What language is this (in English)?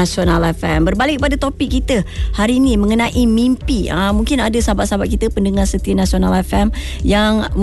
Malay